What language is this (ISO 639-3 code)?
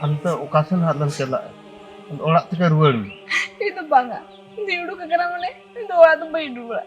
sat